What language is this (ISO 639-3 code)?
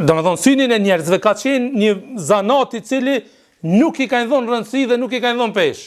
sqi